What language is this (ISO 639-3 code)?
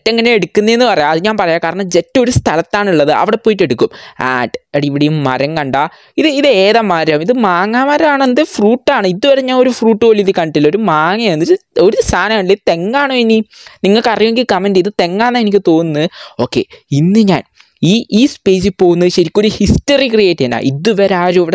mal